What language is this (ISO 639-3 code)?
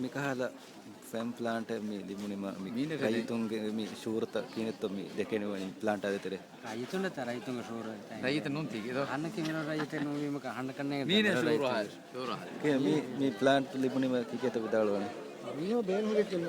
div